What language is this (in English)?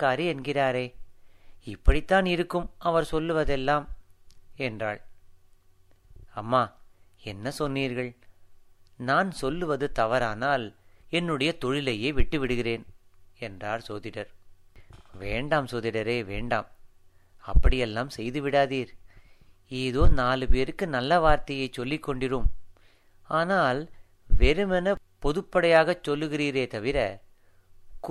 Tamil